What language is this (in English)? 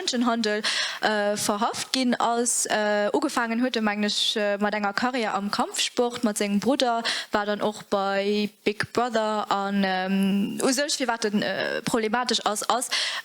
Luxembourgish